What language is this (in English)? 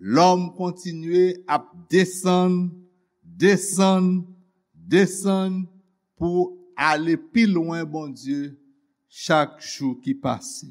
Haitian Creole